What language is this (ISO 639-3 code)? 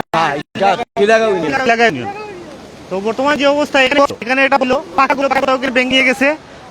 syl